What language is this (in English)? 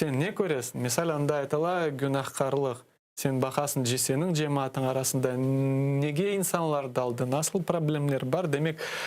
Crimean Tatar